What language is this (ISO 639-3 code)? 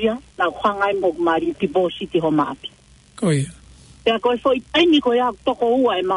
ton